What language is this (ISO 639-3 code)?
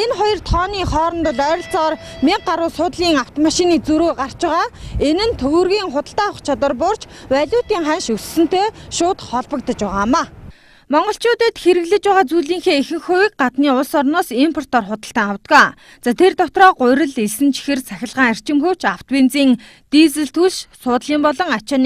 mon